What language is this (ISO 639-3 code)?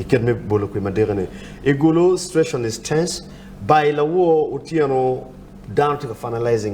ach